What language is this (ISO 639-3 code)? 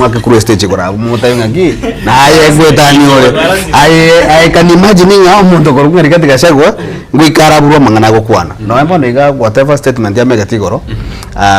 guz